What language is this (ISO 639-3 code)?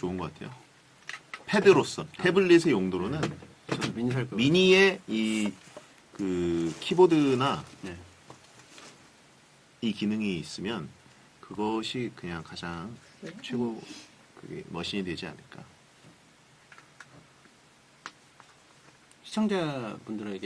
kor